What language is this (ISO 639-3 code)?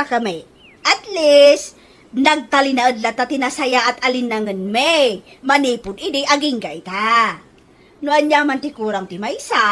ilo